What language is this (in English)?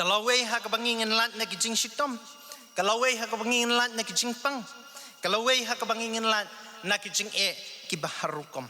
Khasi